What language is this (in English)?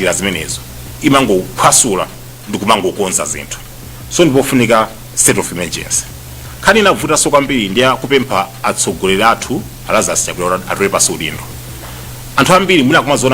Nyanja